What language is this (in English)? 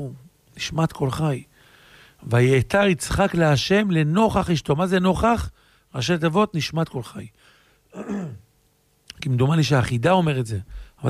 Hebrew